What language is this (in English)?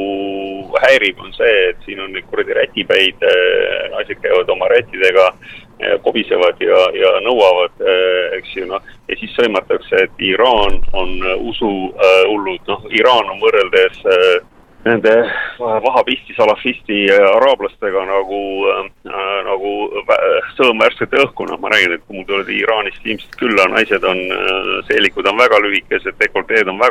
Estonian